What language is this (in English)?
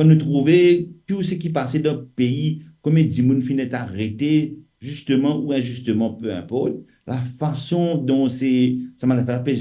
Morisyen